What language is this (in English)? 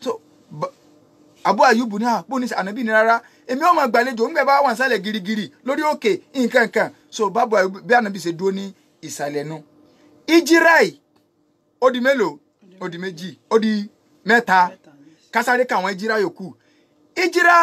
Yoruba